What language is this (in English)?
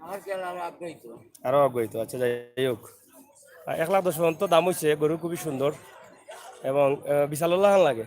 Sylheti